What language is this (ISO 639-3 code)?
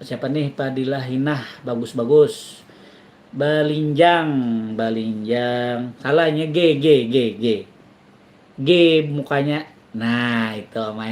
bjn